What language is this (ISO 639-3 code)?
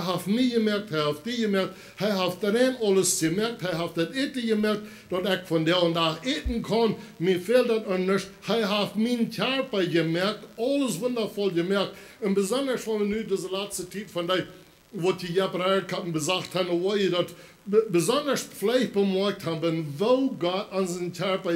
pdt